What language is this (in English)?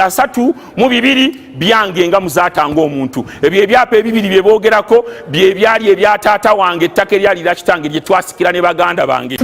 Ganda